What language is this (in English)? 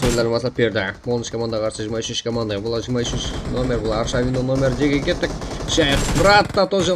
Kara-Kalpak